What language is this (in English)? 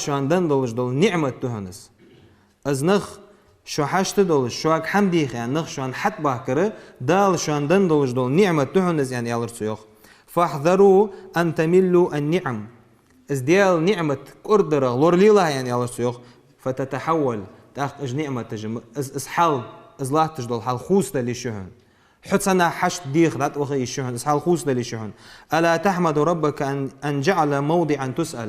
Ingush